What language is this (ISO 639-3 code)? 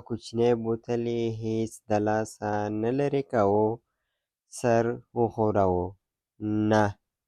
pus